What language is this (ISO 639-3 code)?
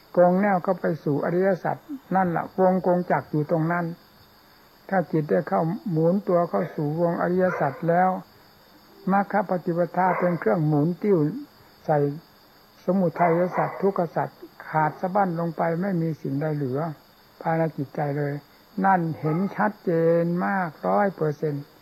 tha